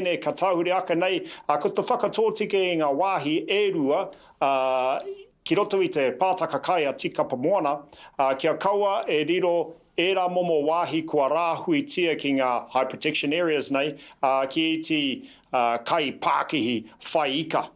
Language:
Māori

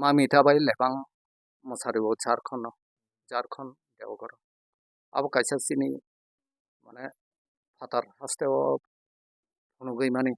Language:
Kok Borok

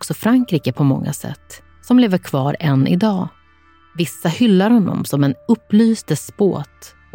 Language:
Swedish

